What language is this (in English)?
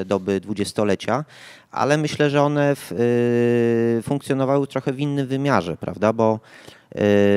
Polish